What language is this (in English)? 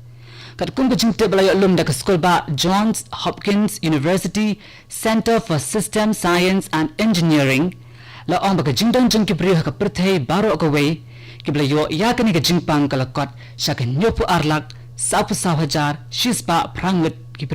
Khasi